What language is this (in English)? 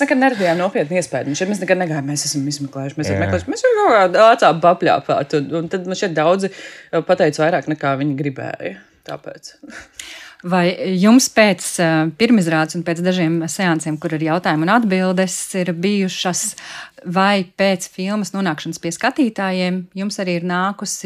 Latvian